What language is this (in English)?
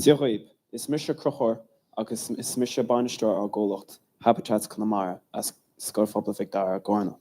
Irish